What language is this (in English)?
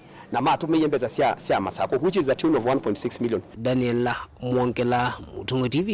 Kamba